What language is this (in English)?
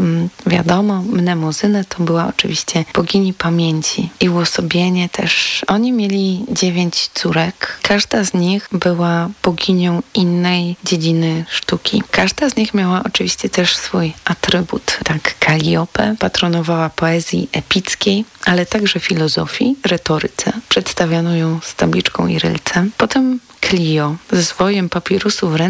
Polish